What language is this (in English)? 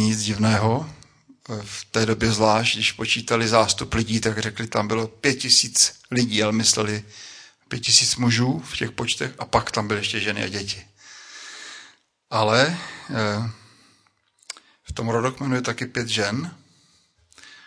Czech